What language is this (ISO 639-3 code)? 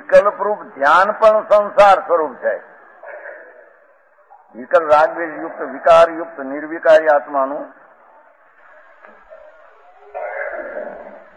guj